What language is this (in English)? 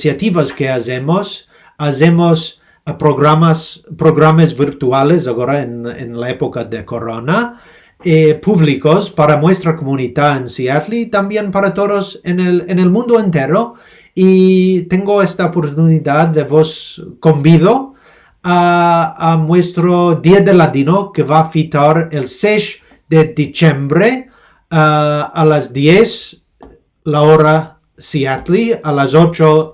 Ladino